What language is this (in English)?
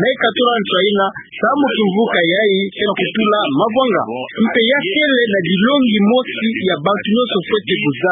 Kituba (Democratic Republic of Congo)